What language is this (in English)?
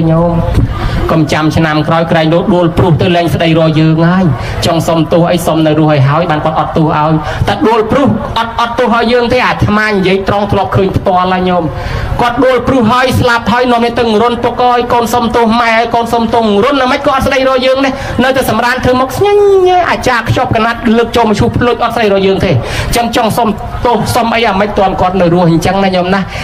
Khmer